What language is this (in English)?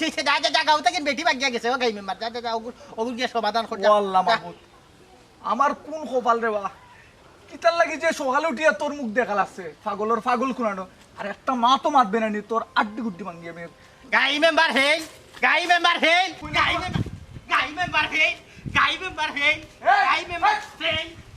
Sylheti